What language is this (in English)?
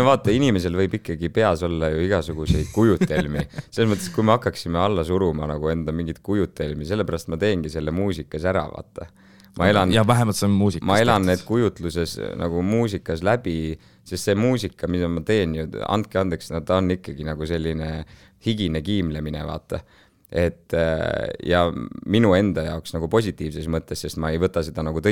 Estonian